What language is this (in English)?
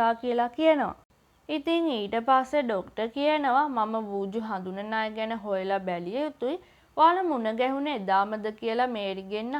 Sinhala